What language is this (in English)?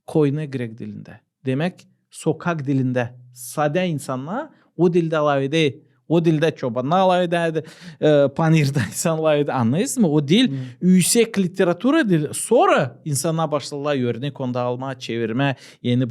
Gagauz